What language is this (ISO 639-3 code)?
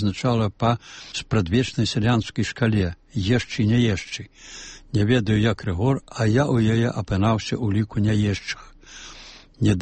bel